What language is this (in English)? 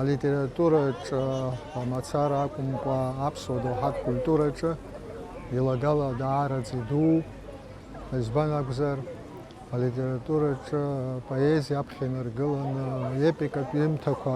Abkhazian